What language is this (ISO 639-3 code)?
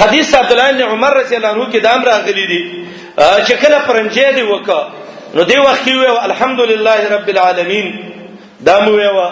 pus